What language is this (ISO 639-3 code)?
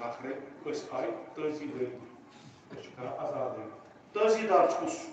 kas